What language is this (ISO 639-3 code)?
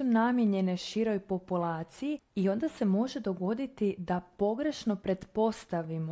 hrv